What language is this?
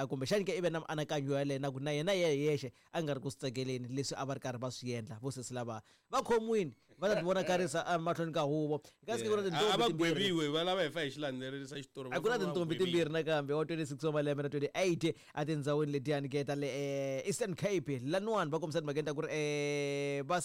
Tsonga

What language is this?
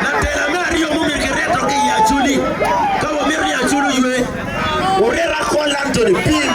Acoli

